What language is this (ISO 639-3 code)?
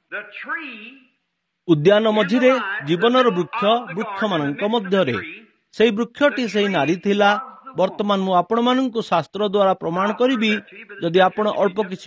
ori